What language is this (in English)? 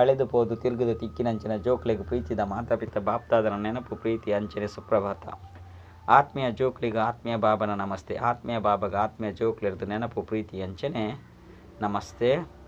Tulu